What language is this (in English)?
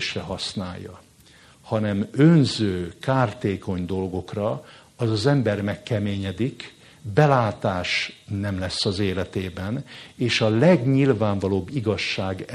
Hungarian